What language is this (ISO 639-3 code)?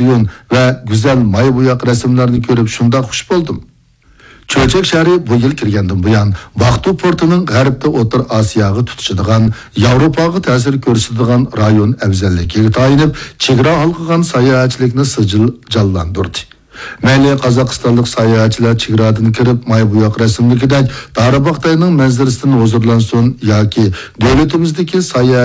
uig